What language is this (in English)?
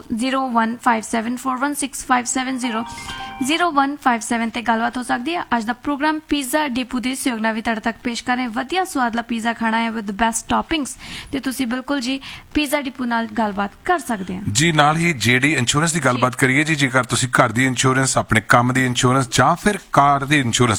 Punjabi